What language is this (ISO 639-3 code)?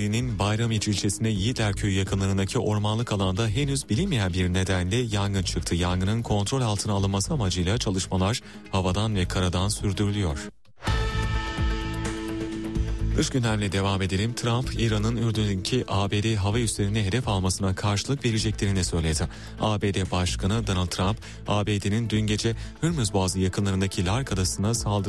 tur